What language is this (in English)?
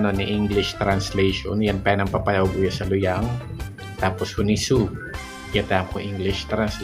Bikol